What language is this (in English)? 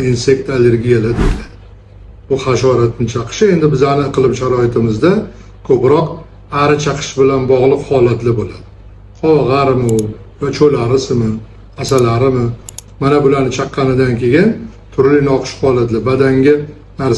Uzbek